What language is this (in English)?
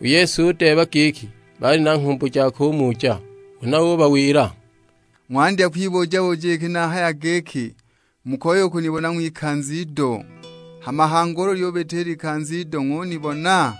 Sukuma